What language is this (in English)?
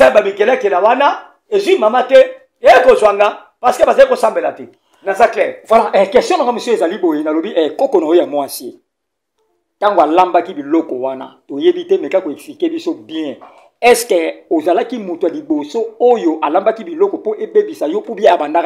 Lingala